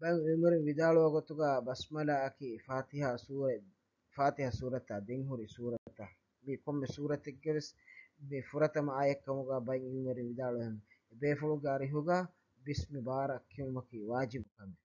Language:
Divehi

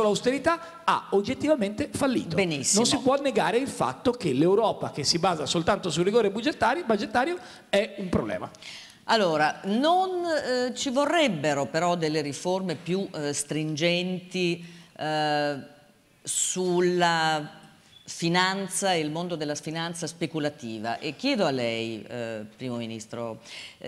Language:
Italian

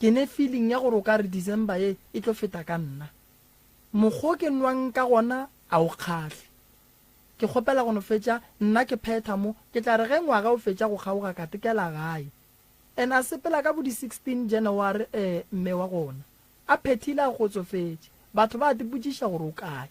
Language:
Northern Sotho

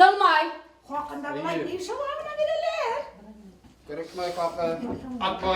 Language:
Bashkir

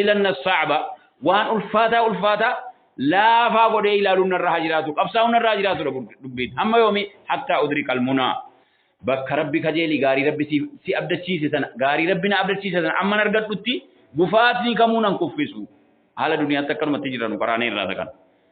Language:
Oromo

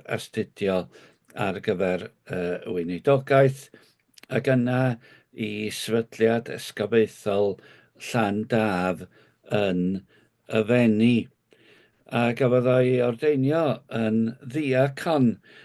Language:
Welsh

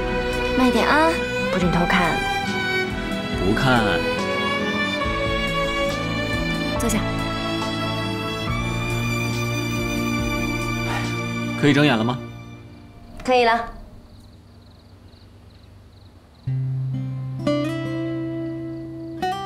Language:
Chinese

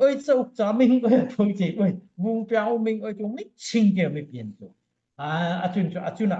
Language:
Daai Chin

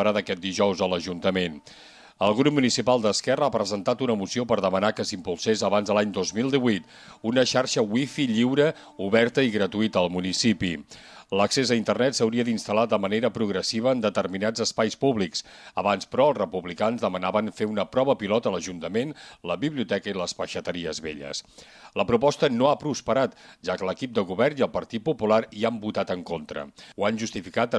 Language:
Catalan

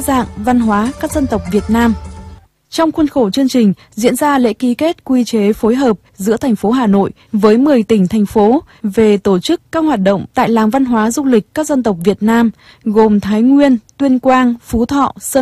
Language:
Vietnamese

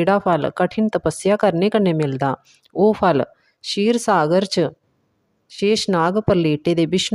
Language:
Dogri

